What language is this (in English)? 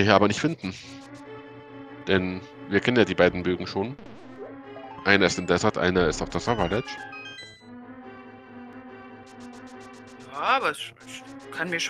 German